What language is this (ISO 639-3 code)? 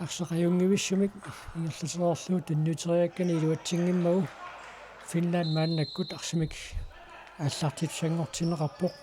kal